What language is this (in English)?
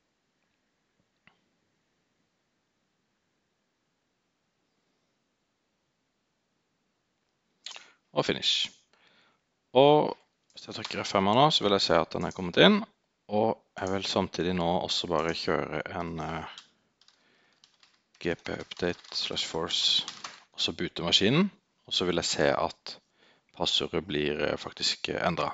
Norwegian